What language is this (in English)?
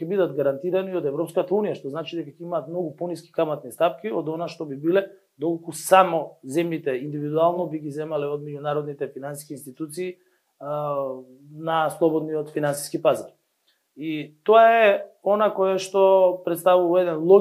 Macedonian